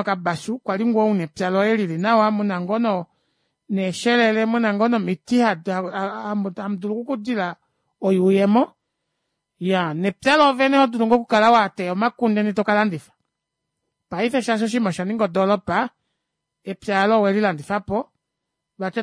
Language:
Kuanyama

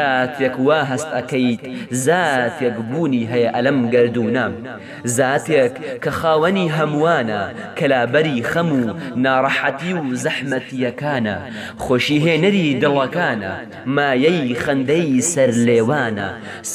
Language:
Central Kurdish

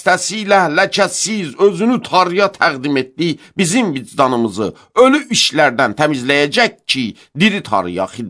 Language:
Azerbaijani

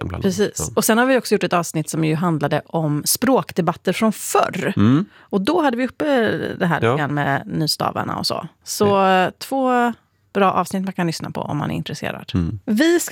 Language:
Swedish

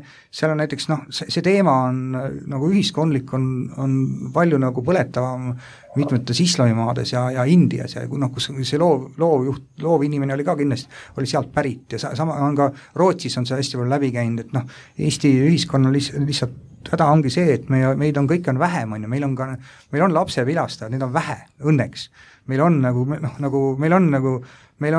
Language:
Estonian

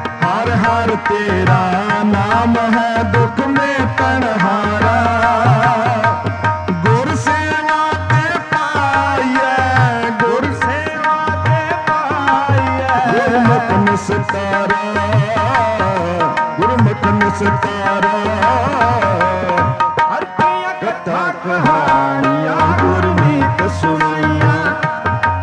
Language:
Punjabi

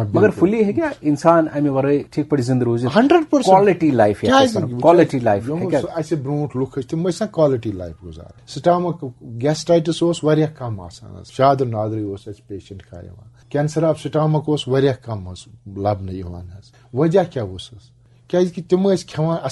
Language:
Kashmiri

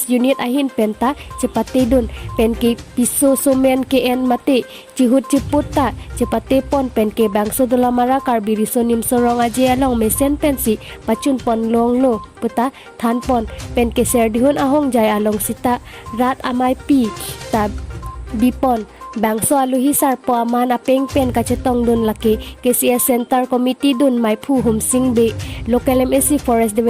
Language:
Karbi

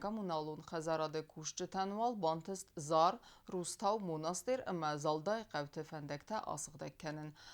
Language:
Ossetic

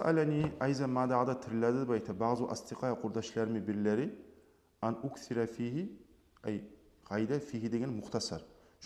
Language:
Kumyk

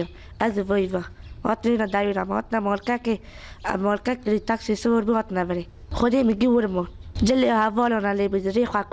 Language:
Kurdish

